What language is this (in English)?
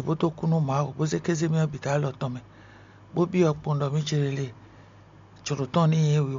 Fon